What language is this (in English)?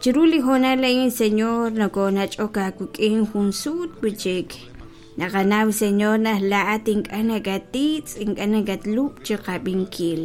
Kekchí